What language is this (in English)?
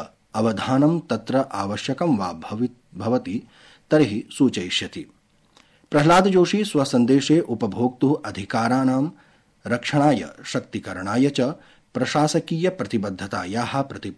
Sanskrit